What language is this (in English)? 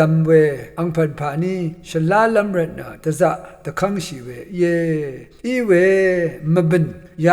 Rawang